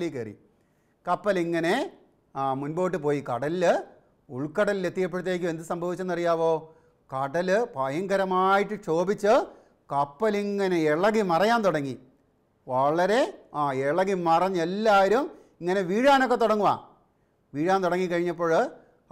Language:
Malayalam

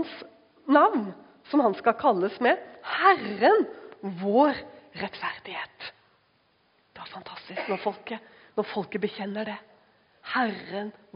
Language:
Norwegian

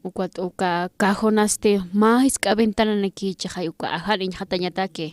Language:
Aymara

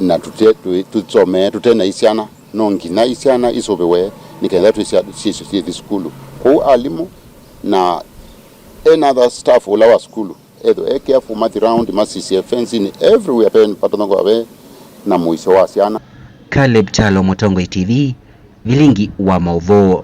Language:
Kamba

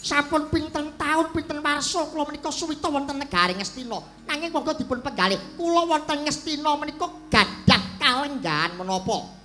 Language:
Javanese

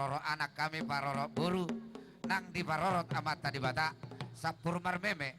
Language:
Batak Toba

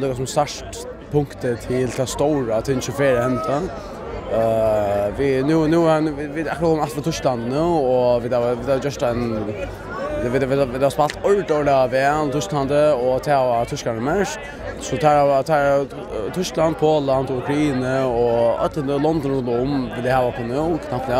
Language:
Faroese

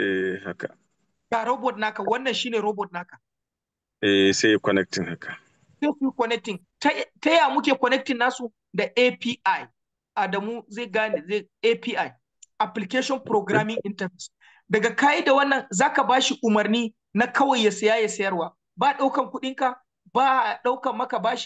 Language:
Hausa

